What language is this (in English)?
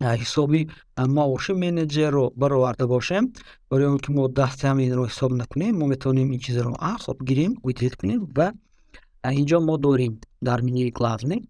Tajik